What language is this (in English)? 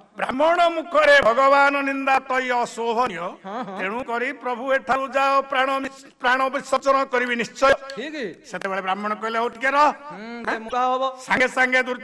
Odia